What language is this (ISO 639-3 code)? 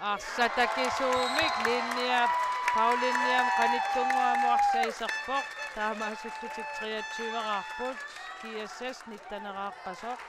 kal